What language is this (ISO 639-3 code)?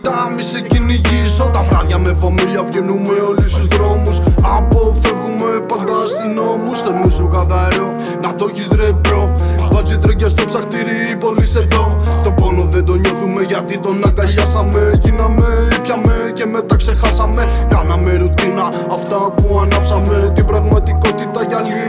ell